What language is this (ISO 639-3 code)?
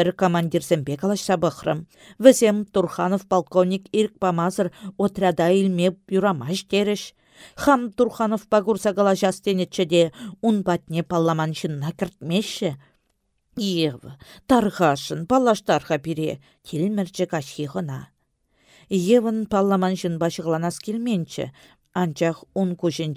chv